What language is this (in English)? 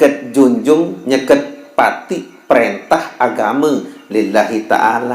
Sasak